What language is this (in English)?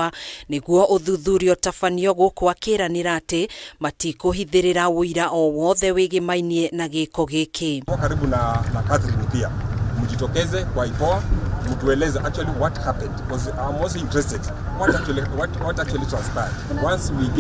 Kikuyu